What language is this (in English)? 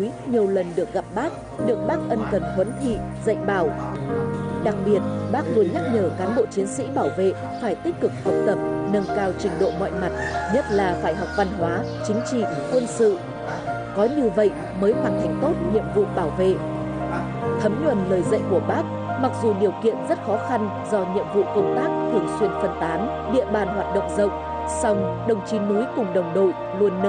Vietnamese